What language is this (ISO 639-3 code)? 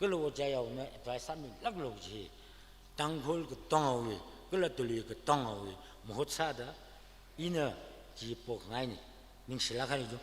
nmf